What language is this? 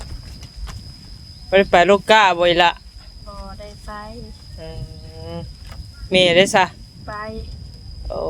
Northeastern Thai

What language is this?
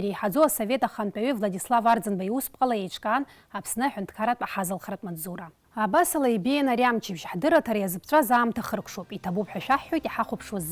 Abkhazian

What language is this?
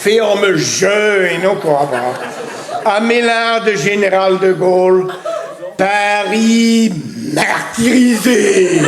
Breton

